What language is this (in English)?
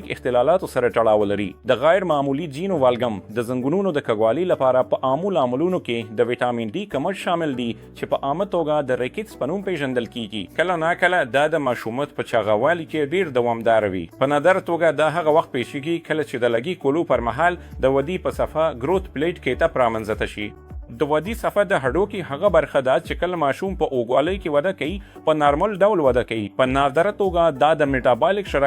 Pashto